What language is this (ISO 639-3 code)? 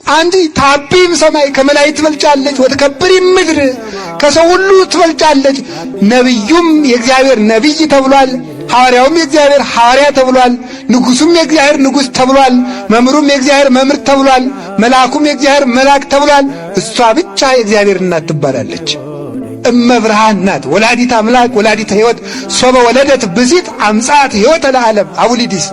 amh